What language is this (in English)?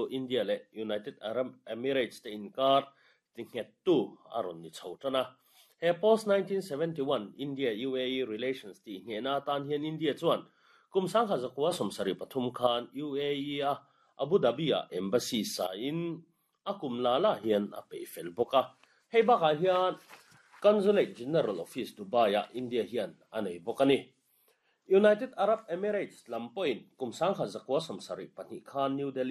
Mizo